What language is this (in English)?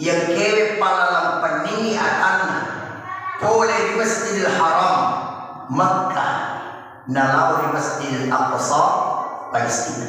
Buginese